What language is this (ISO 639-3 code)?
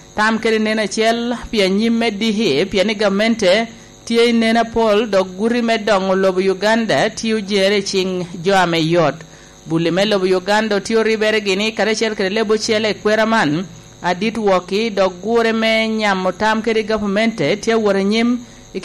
laj